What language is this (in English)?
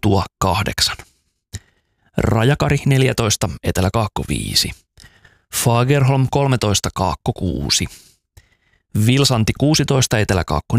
Finnish